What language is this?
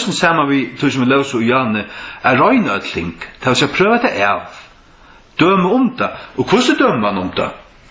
Faroese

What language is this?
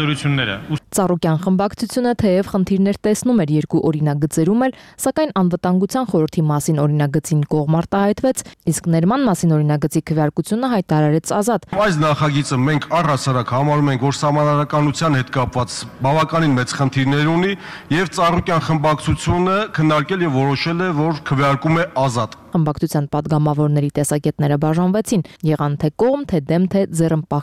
Armenian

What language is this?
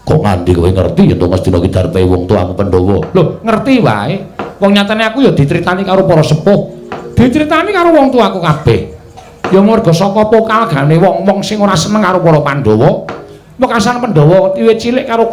Javanese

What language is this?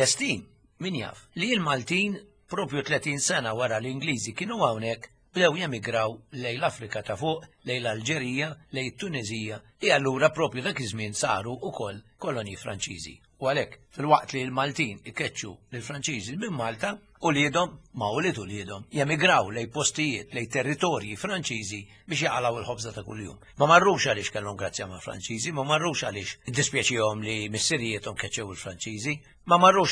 Maltese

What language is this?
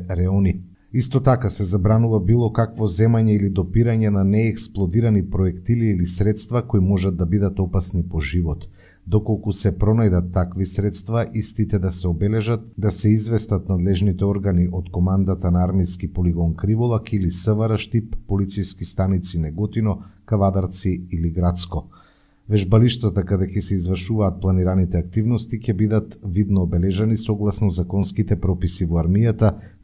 Macedonian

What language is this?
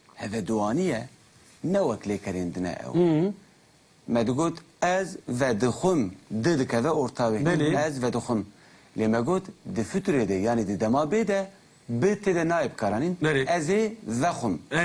Kurdish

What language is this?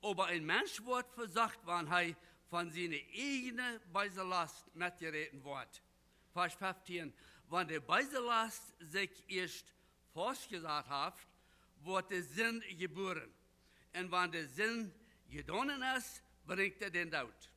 Plautdietsch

